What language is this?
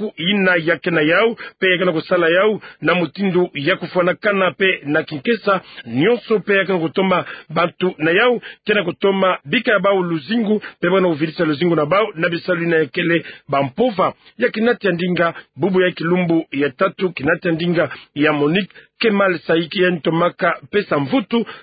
Kituba (Democratic Republic of Congo)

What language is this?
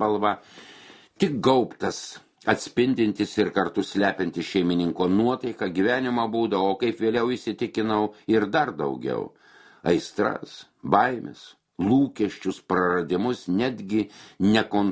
Lithuanian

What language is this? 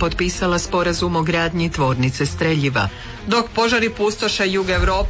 Croatian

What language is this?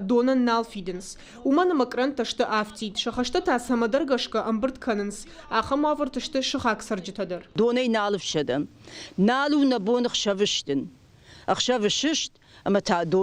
Ossetic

